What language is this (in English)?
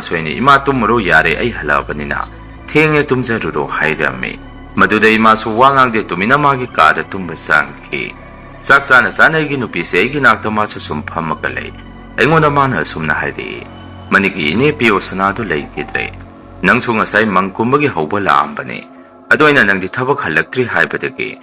Manipuri